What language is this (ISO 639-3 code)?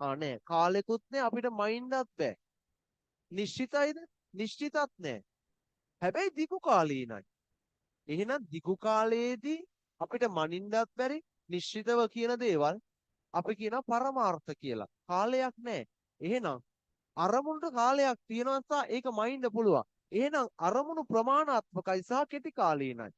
sin